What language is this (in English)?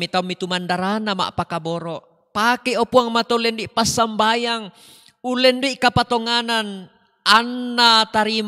Toraja-Sa'dan